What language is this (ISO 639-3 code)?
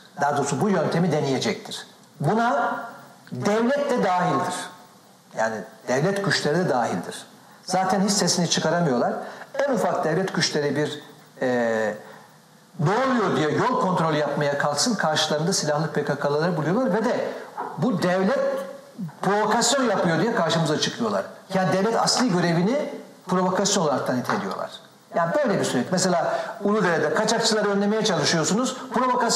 tur